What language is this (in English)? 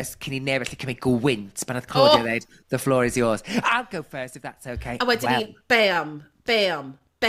Welsh